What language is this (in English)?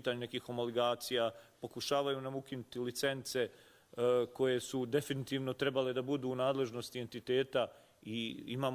Bosnian